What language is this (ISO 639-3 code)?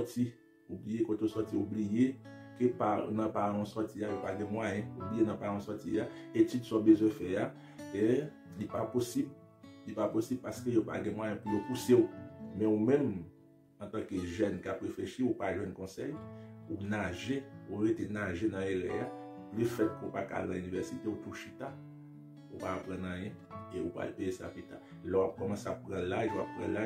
hat